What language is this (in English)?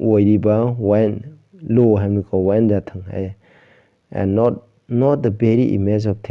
Manipuri